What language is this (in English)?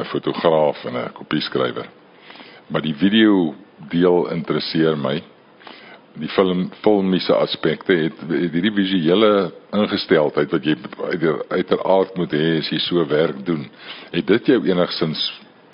Afrikaans